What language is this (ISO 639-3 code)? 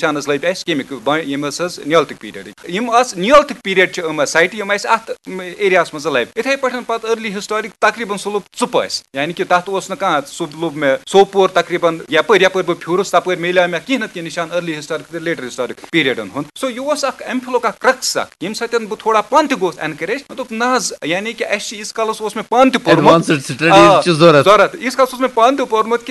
kas